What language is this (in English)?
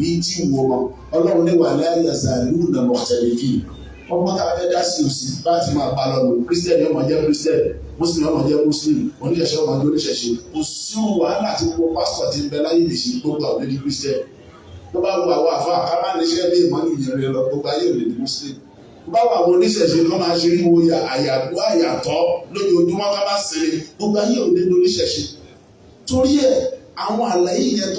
Yoruba